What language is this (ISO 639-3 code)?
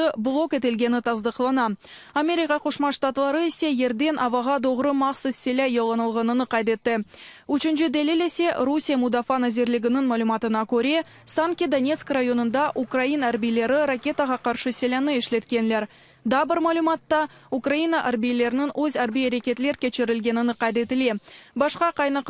crh